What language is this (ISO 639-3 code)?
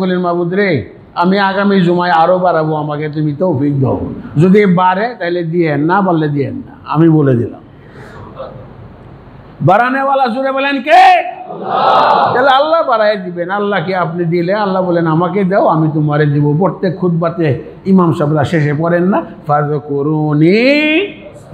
ben